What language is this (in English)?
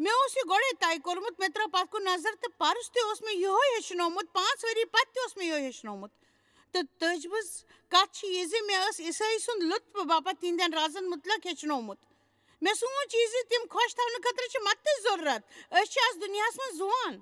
Kashmiri